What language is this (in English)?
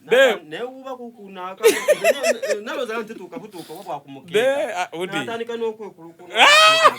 Soga